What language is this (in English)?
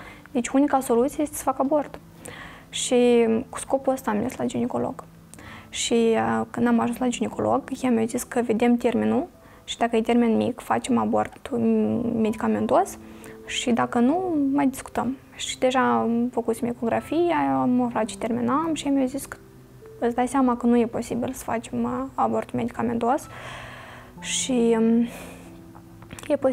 Romanian